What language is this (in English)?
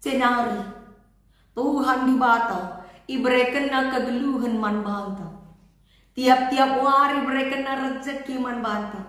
Batak Karo